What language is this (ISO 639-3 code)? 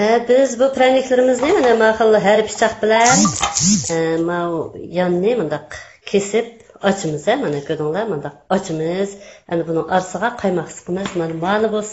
uig